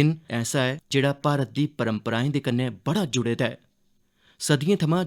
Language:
Dogri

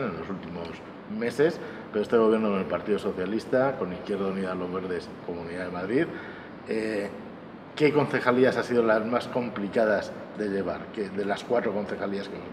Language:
Spanish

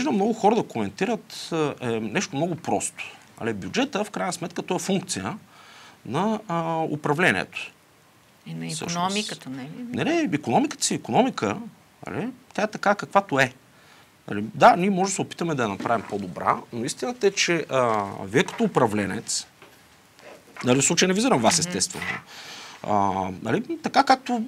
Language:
Bulgarian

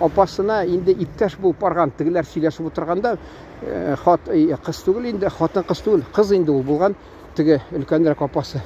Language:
Tatar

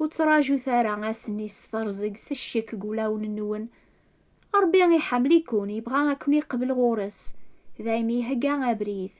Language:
Kabyle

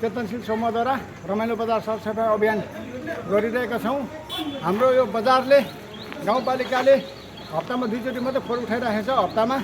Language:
Nepali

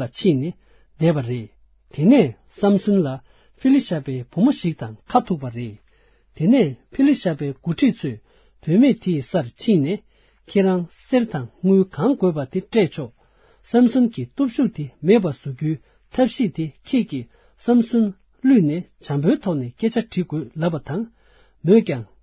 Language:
Tibetan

